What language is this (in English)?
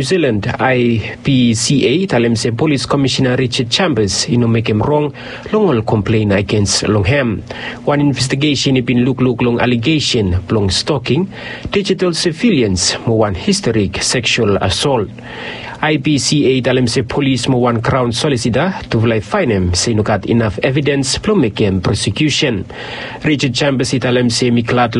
Bislama